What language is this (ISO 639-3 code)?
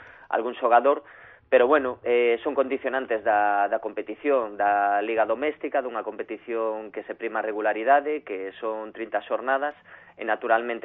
glg